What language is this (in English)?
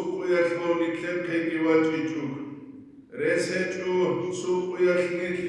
Avaric